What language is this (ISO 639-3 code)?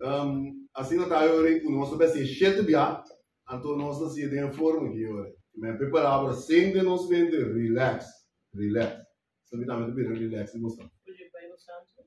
pap